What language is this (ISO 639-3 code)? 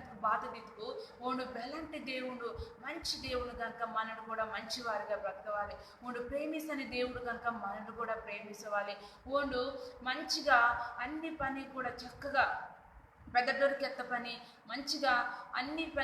kff